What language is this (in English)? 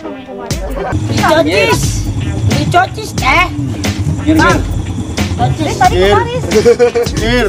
Betawi